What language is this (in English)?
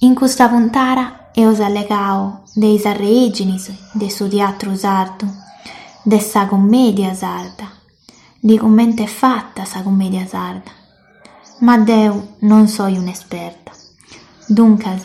Sardinian